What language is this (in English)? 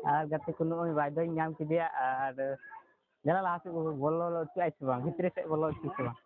Santali